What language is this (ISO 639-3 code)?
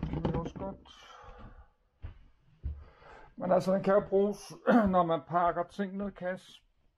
dan